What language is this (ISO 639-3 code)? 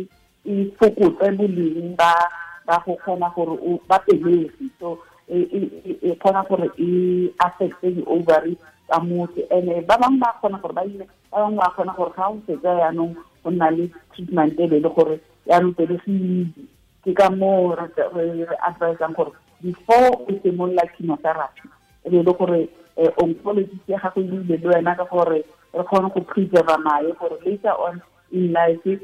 tsn